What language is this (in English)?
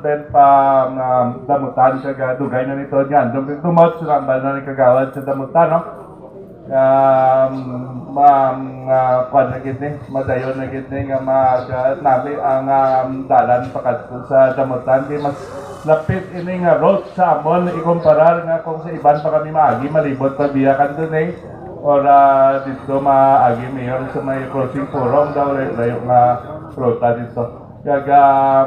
Hiligaynon